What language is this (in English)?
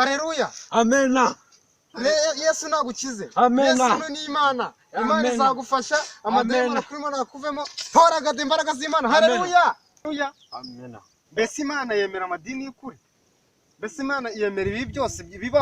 Kinyarwanda